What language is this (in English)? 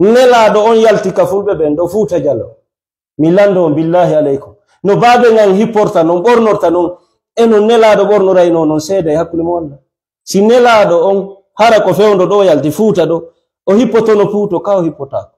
Fula